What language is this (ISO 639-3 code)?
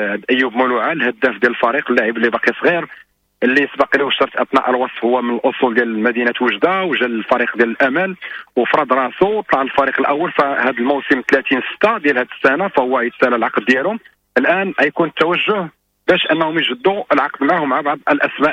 ary